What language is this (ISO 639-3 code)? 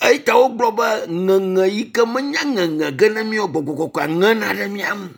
ewe